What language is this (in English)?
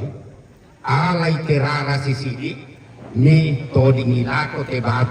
Toraja-Sa'dan